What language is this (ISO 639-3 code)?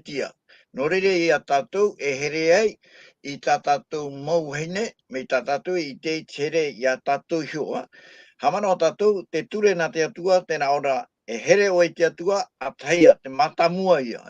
tah